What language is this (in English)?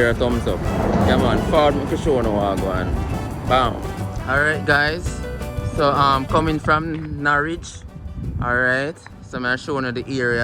Jamaican Creole English